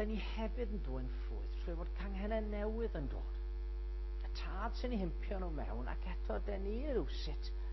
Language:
Welsh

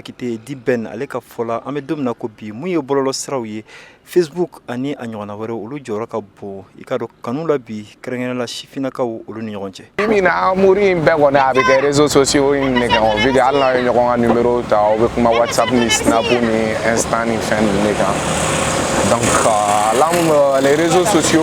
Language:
Bambara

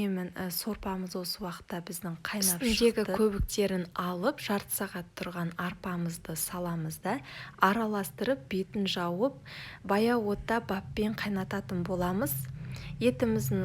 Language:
Kazakh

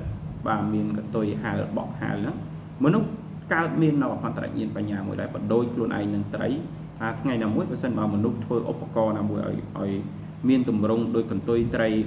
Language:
Khmer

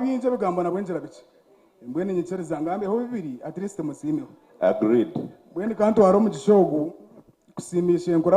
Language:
Nyankole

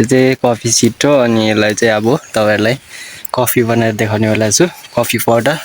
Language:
Nepali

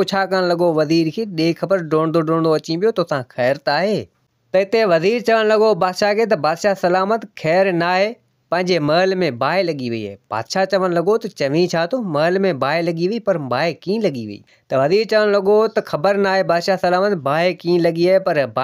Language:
Sindhi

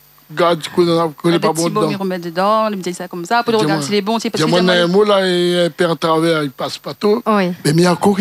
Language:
Réunion Creole French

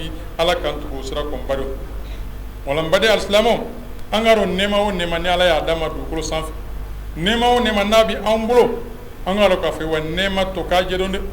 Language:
Bambara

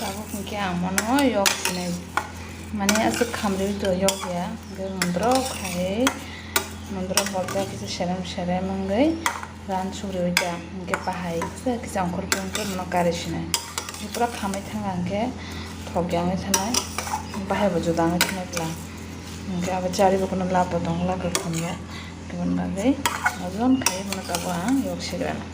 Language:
Kok Borok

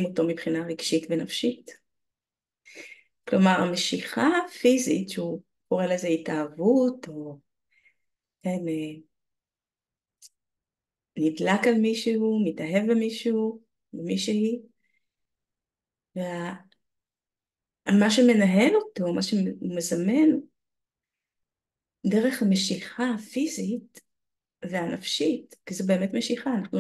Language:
Hebrew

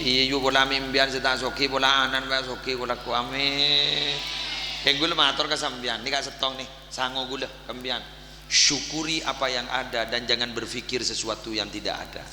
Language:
Madurese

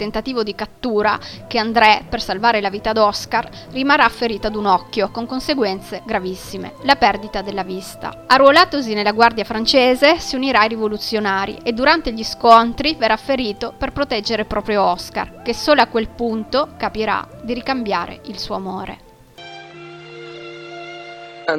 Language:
Italian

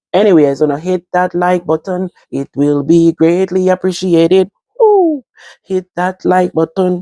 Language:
Jamaican Creole English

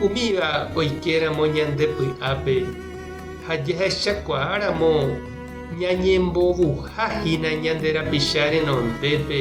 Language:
Guarani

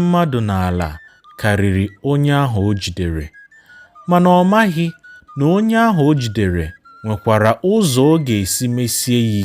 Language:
Igbo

